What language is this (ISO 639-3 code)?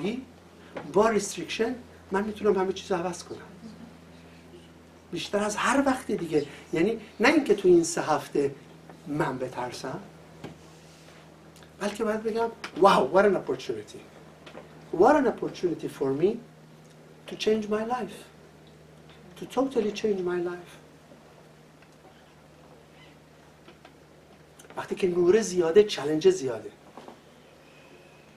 fas